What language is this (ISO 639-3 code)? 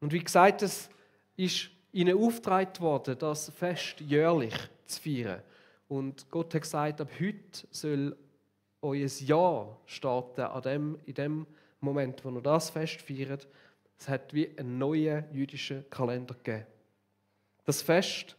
gsw